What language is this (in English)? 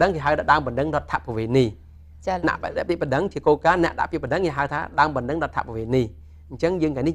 Khmer